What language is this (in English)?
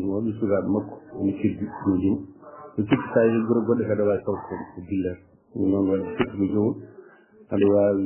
Fula